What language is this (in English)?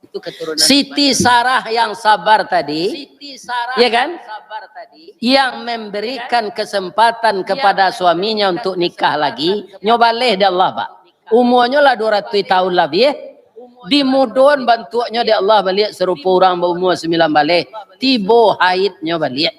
Minangkabau